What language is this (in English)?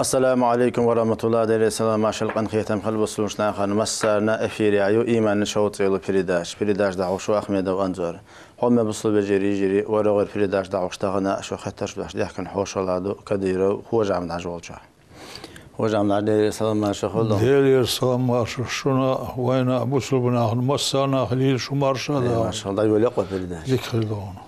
Chechen